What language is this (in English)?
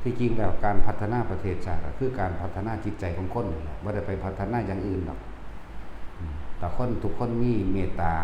Lao